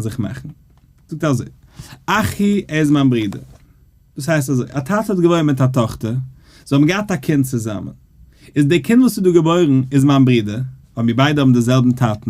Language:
Yiddish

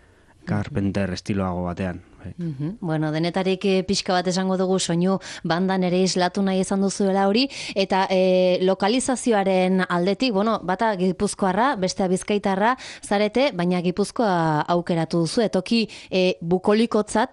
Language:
Basque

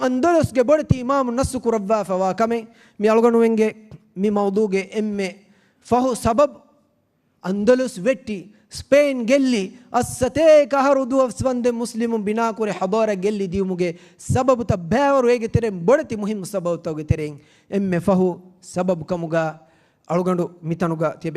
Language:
Divehi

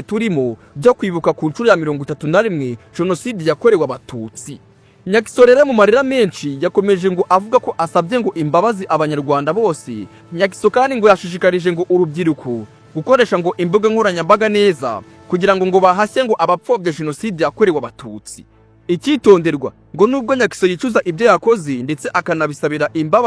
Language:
Kinyarwanda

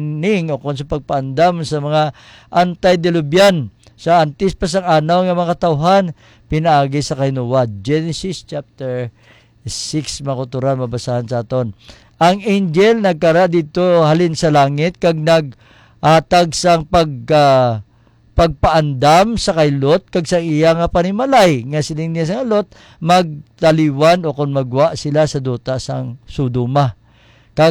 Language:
Hiligaynon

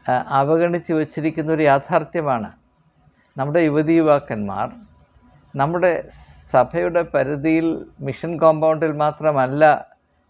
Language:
Malayalam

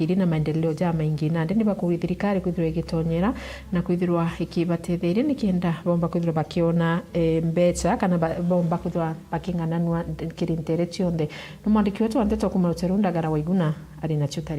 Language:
Meru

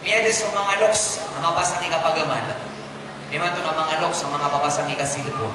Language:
Maranao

